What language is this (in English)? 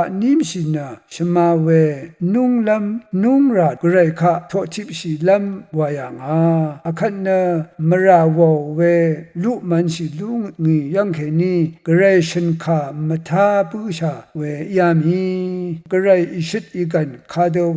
Rawang